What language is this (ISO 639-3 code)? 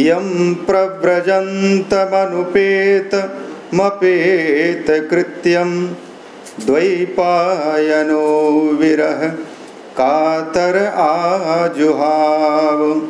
san